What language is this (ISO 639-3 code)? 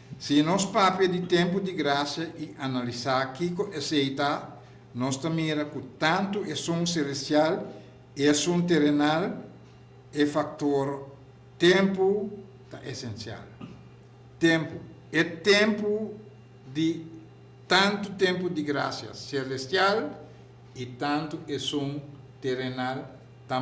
pap